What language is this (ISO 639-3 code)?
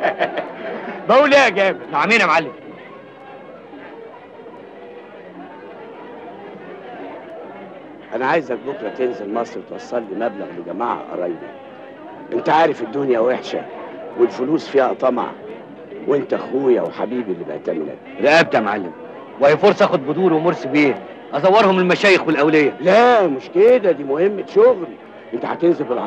arz